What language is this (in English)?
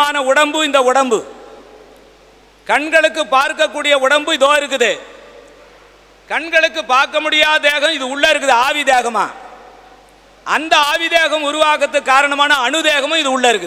Tamil